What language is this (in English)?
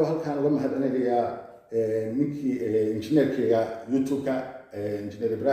Somali